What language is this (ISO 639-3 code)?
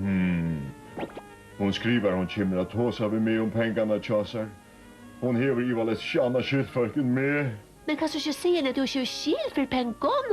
fao